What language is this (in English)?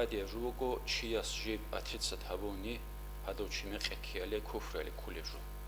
Avaric